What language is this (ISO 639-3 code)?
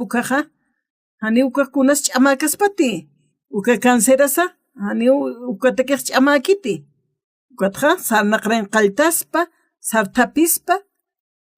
aym